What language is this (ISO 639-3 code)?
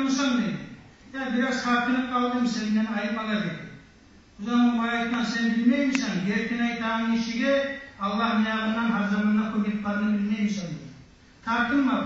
kum